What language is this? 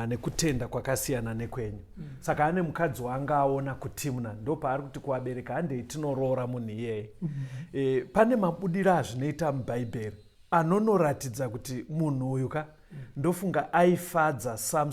Shona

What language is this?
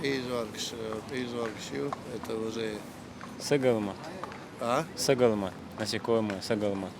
Chechen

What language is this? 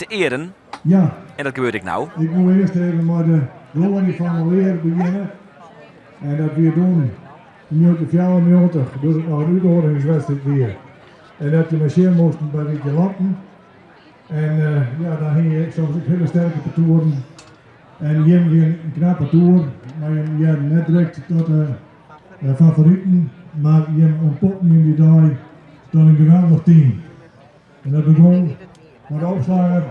Western Frisian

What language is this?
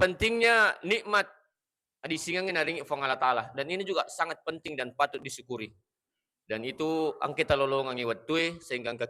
Buginese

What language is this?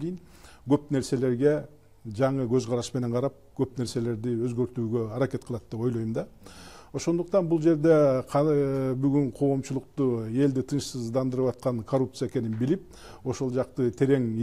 Kyrgyz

